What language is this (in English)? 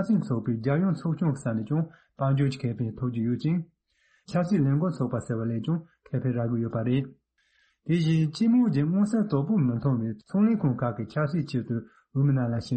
Tibetan